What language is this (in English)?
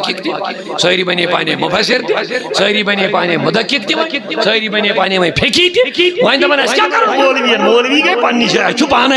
Kashmiri